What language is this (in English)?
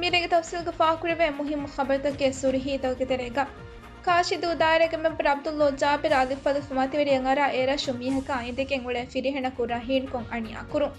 Divehi